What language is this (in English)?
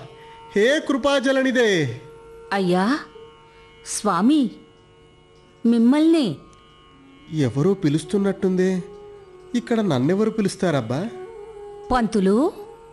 Telugu